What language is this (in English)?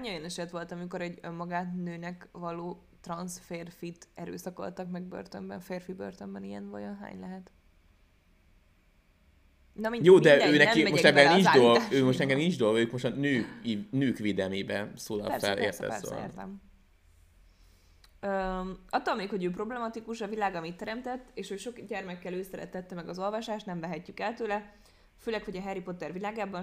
Hungarian